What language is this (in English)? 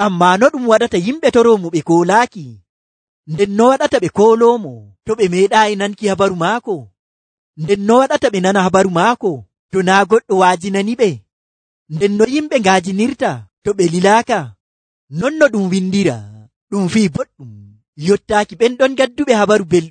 Nigerian Fulfulde